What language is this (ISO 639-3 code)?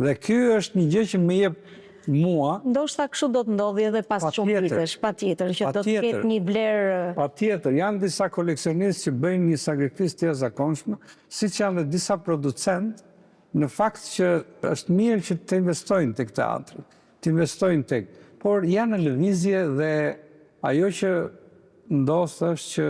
sqi